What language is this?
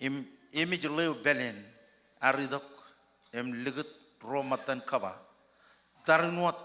Marshallese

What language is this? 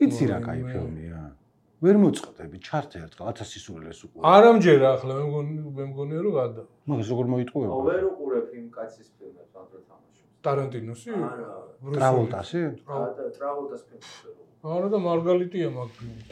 Georgian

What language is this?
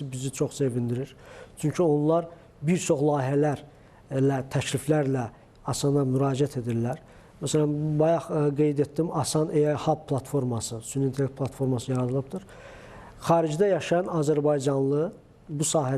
Azerbaijani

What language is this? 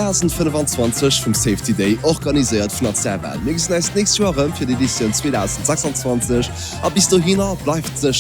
Luxembourgish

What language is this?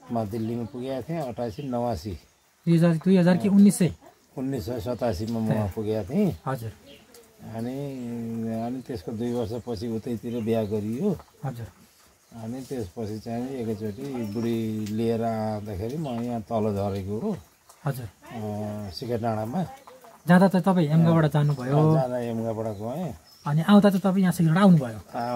Nepali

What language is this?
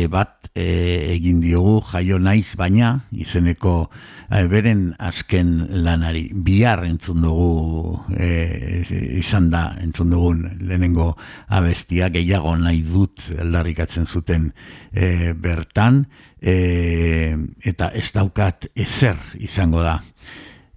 Basque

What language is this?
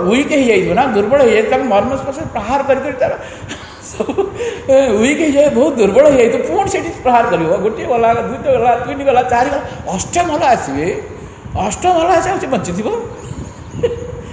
Odia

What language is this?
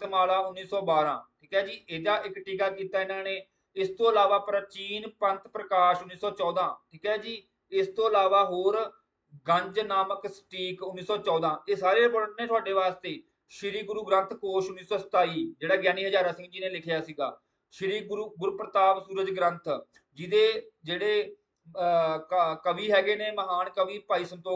Punjabi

